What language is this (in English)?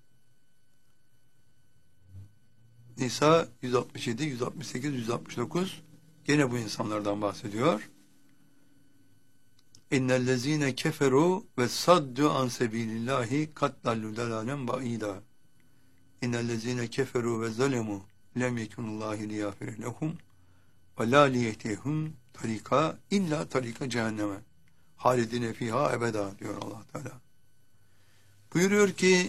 Turkish